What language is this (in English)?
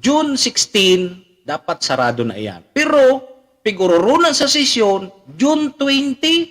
Bikol